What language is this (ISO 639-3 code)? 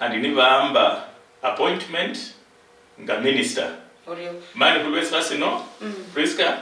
luy